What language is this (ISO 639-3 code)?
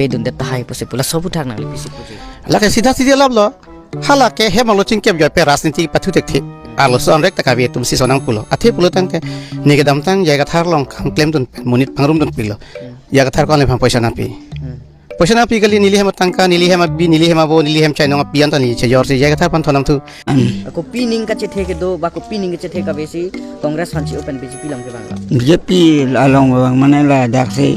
mjw